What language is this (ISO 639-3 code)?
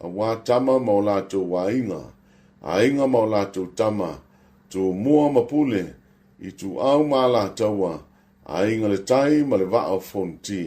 smo